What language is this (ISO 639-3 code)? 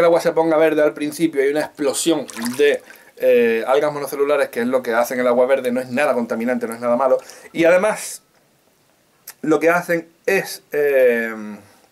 spa